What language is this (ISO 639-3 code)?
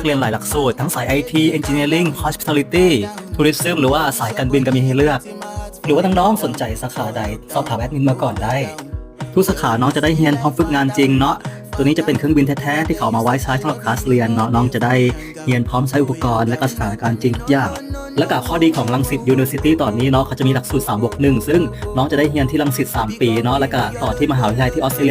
lao